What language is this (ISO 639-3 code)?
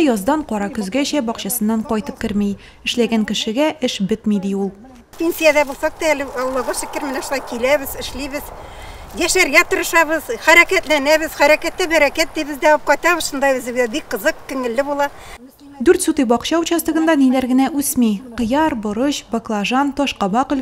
tat